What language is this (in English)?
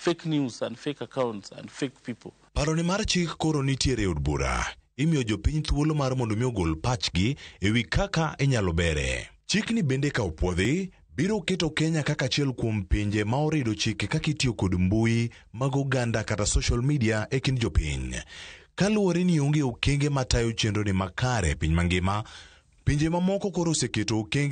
Luo (Kenya and Tanzania)